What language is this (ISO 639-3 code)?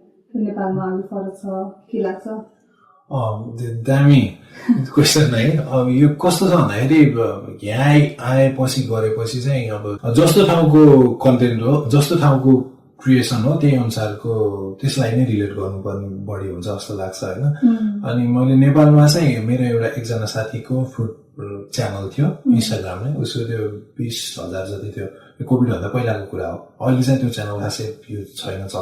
nep